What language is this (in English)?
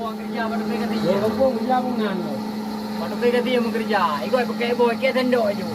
Achinese